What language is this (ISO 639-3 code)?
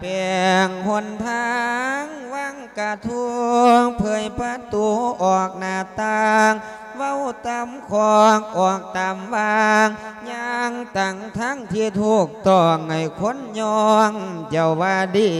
lao